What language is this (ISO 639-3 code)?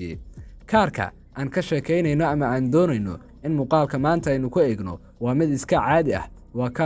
som